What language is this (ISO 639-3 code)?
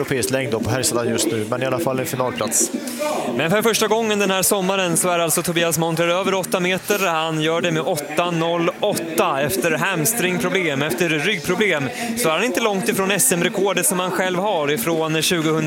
swe